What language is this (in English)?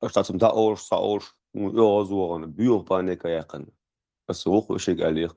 Chechen